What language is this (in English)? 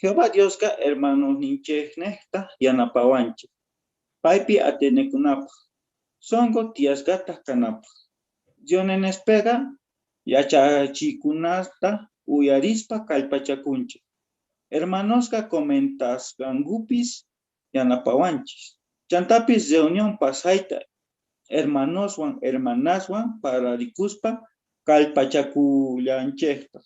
South Bolivian Quechua